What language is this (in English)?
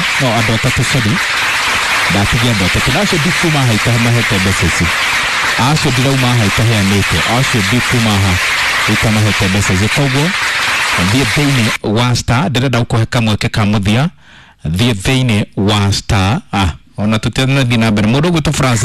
Kikuyu